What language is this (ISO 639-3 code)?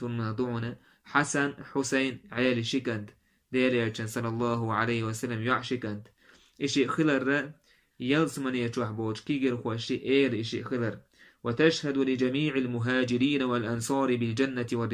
che